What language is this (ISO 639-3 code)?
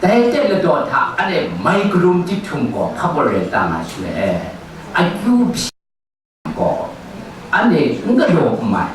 kac